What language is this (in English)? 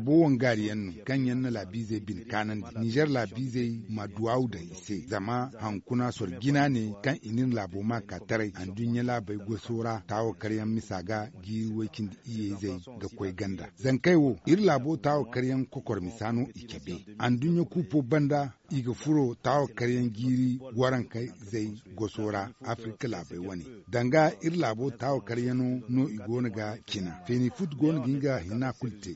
Zarma